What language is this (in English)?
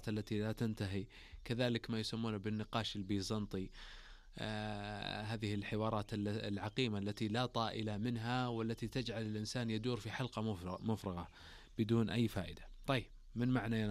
Najdi Arabic